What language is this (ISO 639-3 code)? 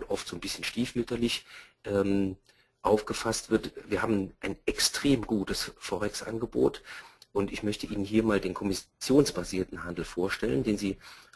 deu